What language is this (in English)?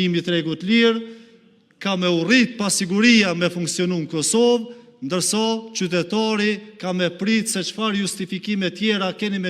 Albanian